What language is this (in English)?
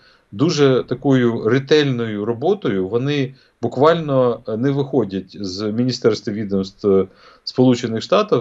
Ukrainian